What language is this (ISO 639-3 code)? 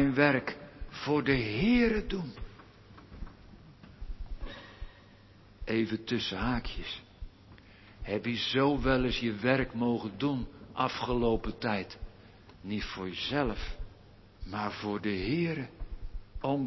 nld